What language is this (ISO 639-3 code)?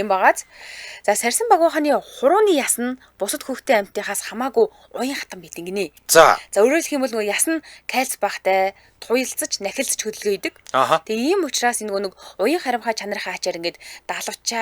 mon